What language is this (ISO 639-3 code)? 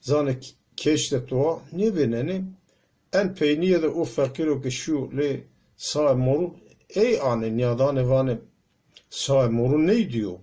zza